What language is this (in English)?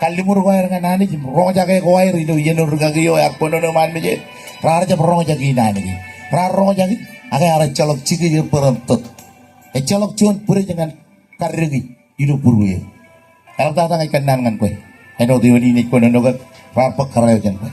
Marshallese